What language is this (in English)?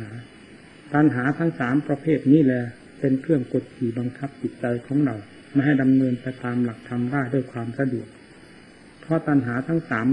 Thai